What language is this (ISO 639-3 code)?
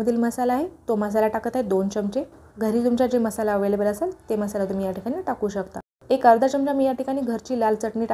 mar